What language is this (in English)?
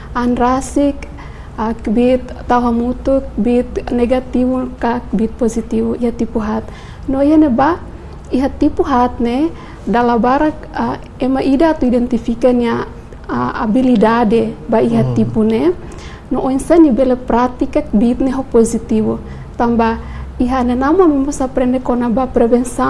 Tetum